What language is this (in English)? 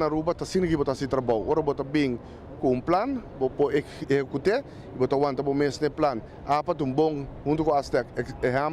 Papiamento